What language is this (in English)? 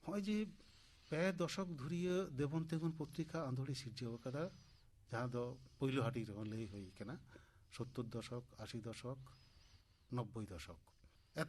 Santali